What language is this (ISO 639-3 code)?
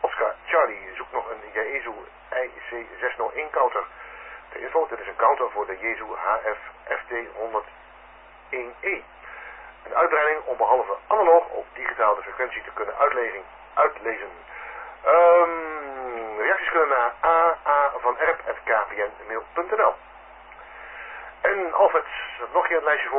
nld